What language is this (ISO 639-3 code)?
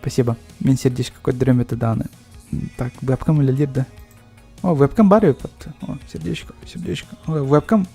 sah